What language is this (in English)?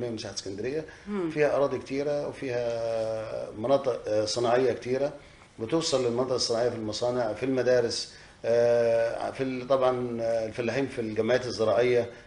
Egyptian Arabic